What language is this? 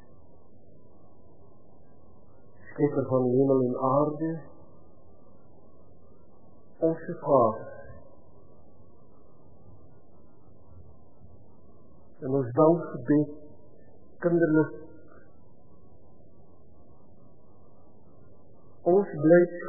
Afrikaans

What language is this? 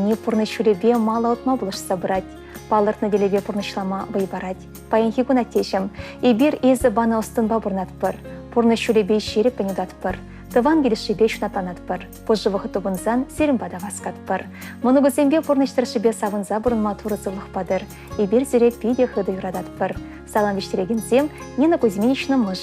Chuvash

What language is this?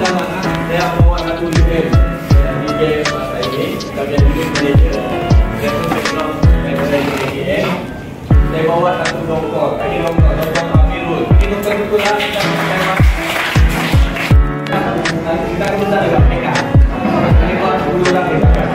Malay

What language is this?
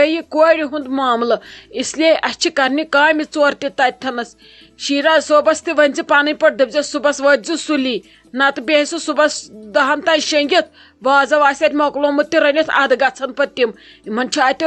Kashmiri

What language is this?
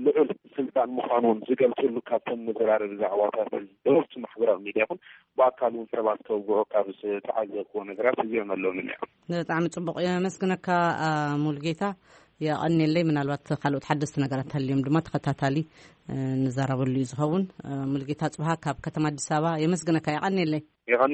Tigrinya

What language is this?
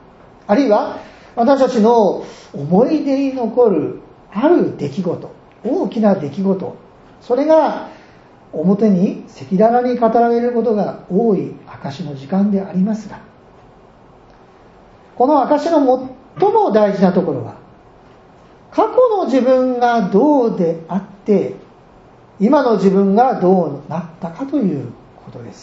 Japanese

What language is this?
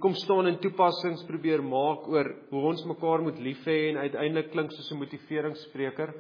Afrikaans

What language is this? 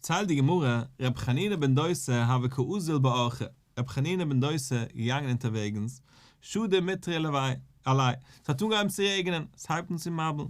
Yiddish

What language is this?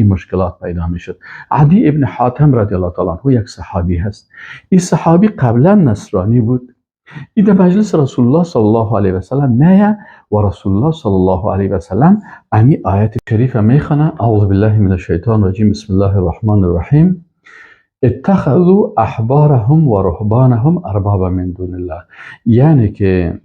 Persian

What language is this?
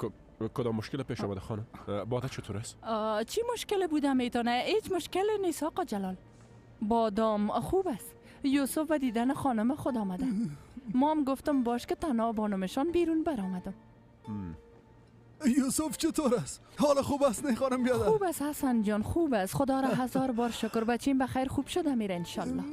Persian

